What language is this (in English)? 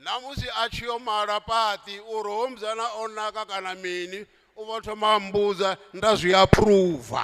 Venda